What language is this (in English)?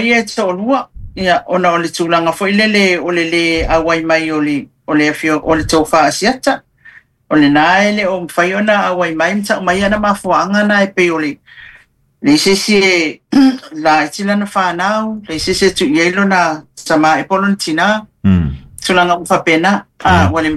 Samoan